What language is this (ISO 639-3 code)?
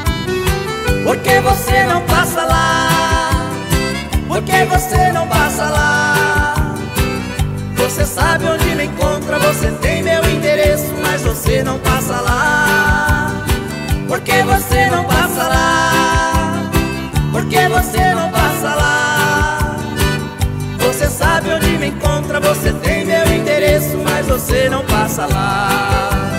por